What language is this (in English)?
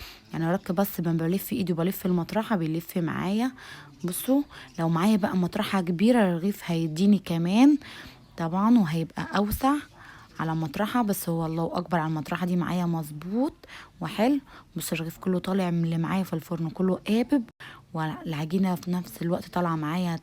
Egyptian Arabic